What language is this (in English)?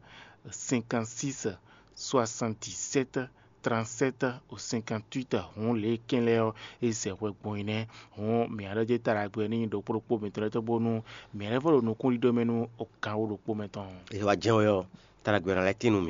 Fon